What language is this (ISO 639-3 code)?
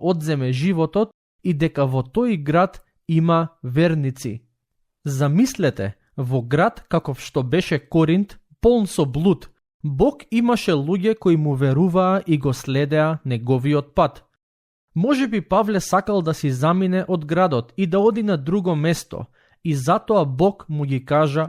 mkd